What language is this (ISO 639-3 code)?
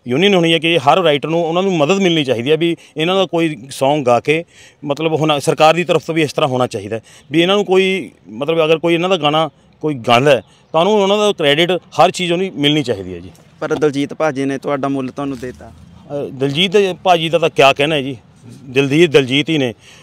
pan